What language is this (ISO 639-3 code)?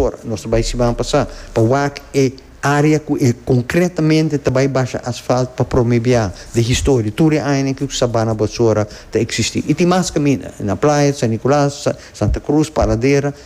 pap